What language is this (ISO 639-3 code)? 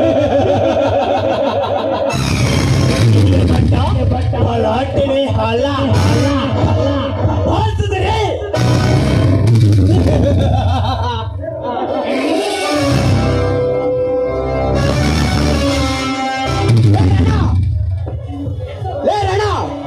kan